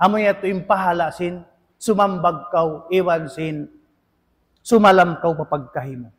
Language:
Tausug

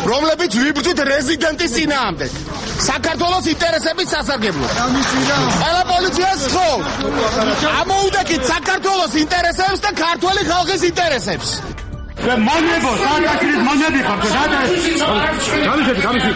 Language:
Georgian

